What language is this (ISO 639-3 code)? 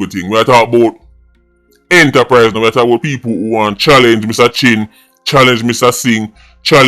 jam